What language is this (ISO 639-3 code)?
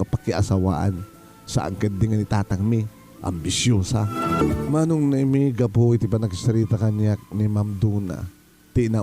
ilo